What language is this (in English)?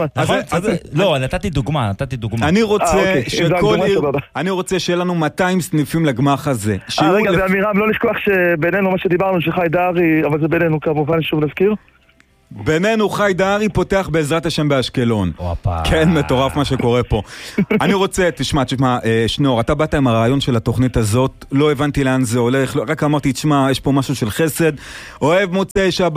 Hebrew